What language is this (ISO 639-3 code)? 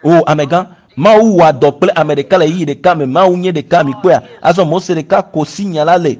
ewe